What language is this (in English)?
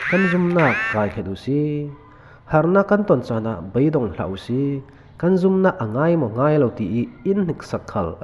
Falam Chin